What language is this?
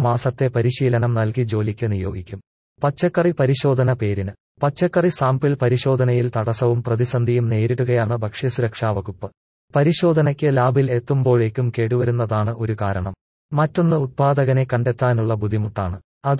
Malayalam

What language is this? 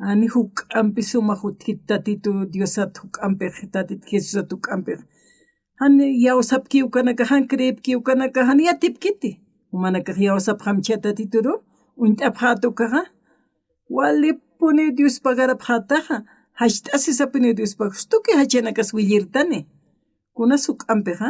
Aymara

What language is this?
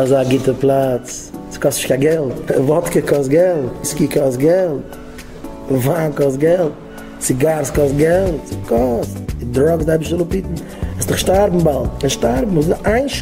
Yiddish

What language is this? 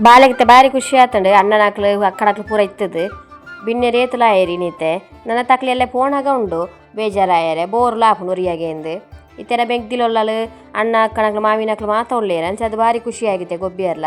Tulu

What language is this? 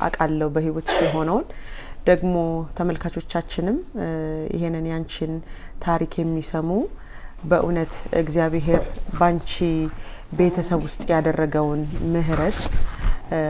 Amharic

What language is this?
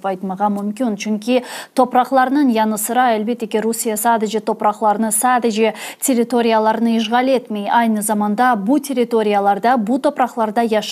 Crimean Tatar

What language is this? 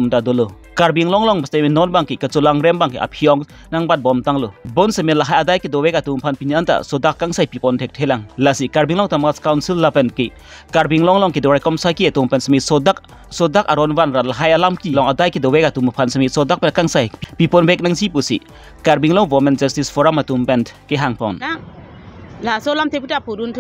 Karbi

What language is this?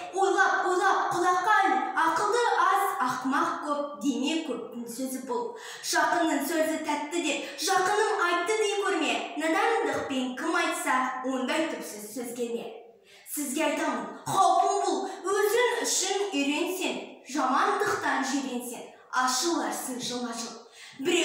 Kazakh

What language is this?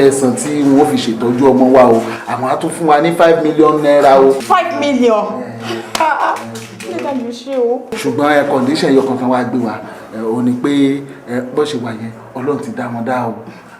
Yoruba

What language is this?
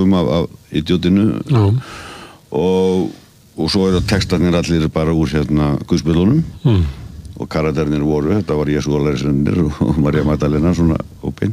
Icelandic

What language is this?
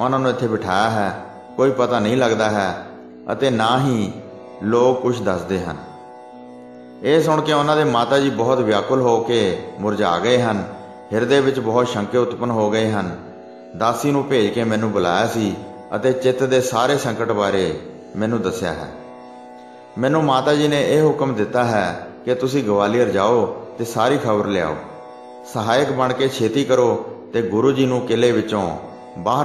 Punjabi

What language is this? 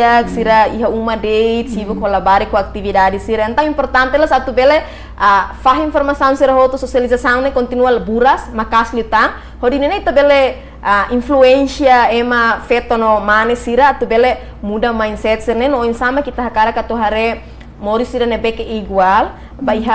Tetum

